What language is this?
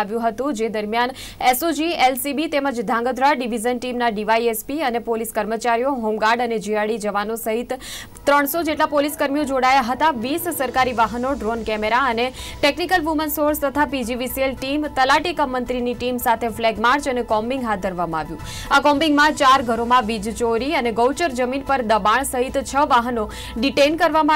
Gujarati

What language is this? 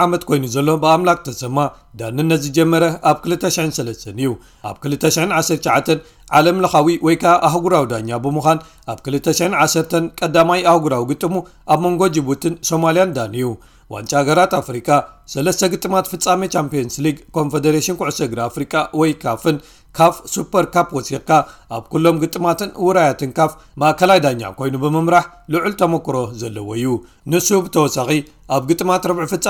Tigrinya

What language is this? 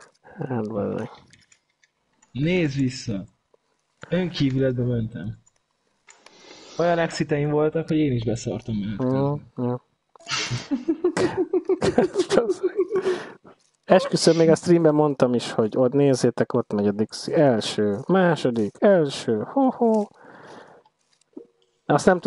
Hungarian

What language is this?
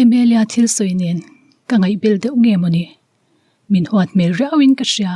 Mizo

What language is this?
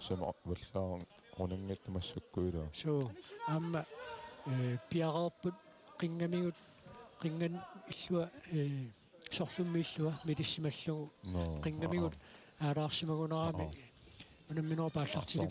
Kalaallisut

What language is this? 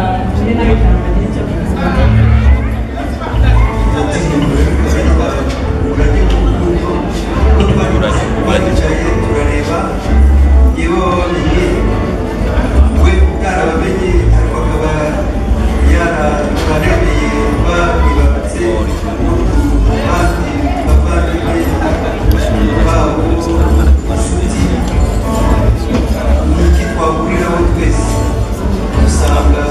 Kinyarwanda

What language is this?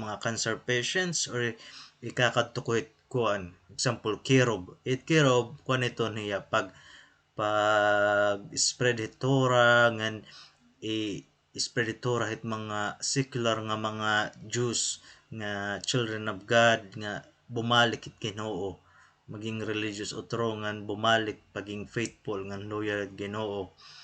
Waray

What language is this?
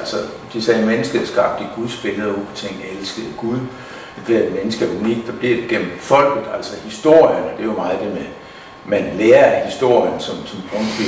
Danish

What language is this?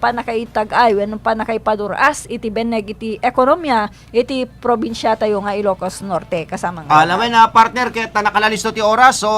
Iloko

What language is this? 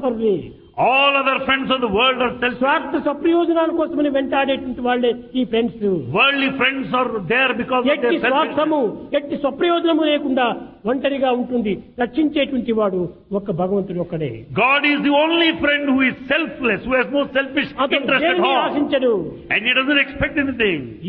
Telugu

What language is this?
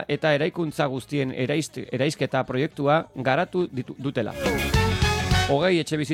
Basque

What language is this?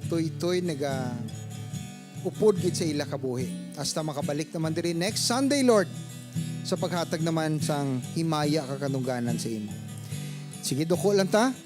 Hiligaynon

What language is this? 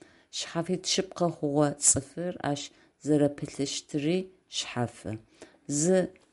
Adyghe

